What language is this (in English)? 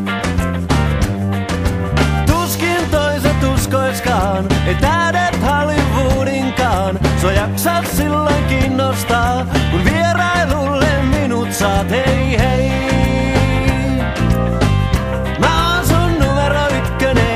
Finnish